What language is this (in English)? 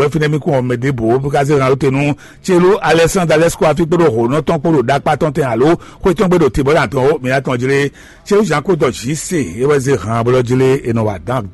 Fon